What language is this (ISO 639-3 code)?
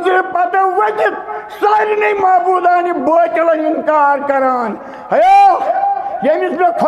kas